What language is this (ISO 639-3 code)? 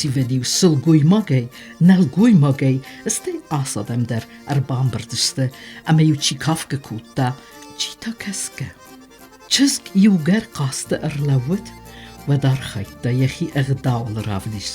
oss